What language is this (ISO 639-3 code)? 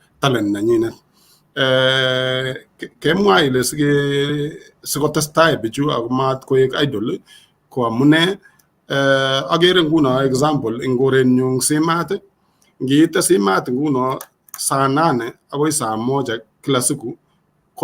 kln